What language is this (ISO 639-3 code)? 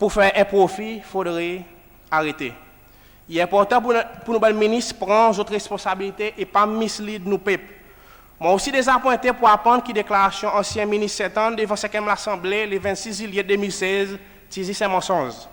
crs